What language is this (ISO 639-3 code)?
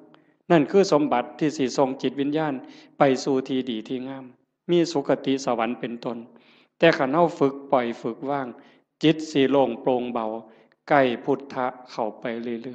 tts